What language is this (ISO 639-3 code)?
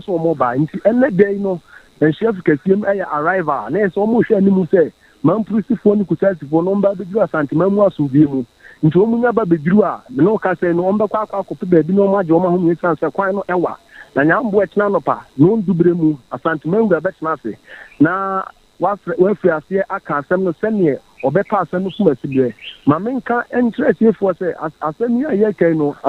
aka